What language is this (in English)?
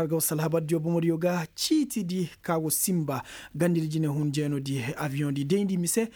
Koyraboro Senni